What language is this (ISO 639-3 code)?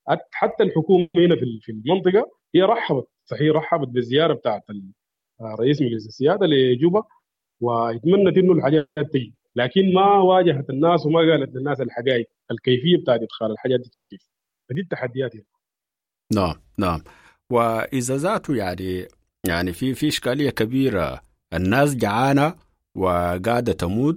apd